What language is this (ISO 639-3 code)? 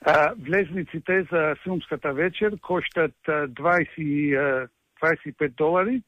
mkd